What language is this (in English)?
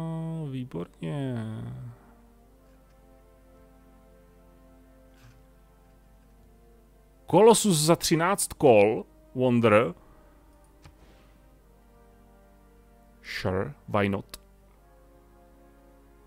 Czech